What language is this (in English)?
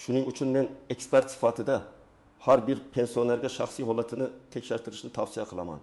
Uzbek